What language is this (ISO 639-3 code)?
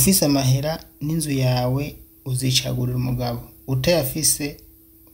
run